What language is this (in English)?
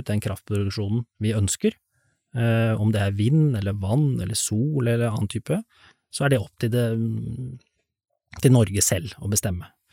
Norwegian